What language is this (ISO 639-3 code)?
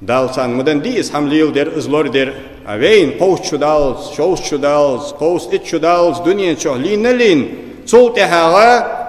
inh